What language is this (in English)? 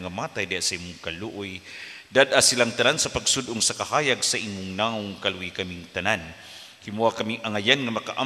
Cebuano